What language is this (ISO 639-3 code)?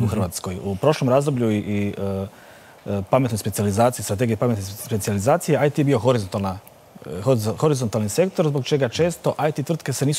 hrv